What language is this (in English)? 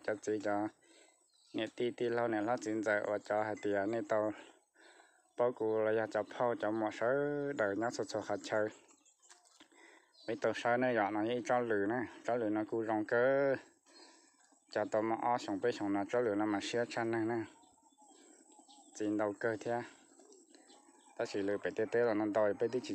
Vietnamese